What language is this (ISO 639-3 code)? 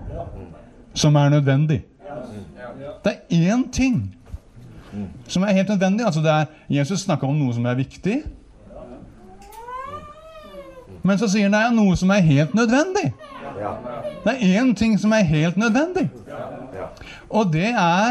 nor